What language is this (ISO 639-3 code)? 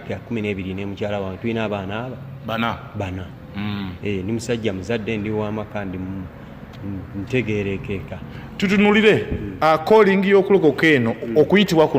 lug